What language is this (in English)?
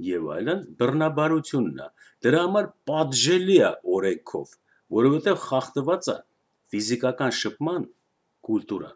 Armenian